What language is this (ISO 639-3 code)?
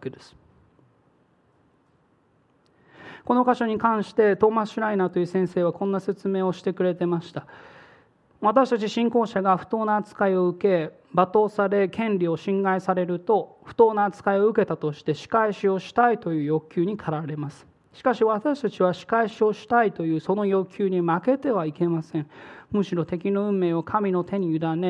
jpn